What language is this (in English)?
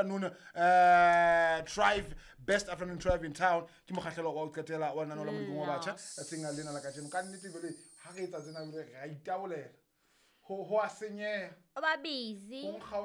Southern Sotho